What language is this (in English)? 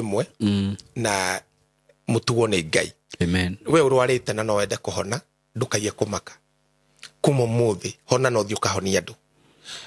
Kikuyu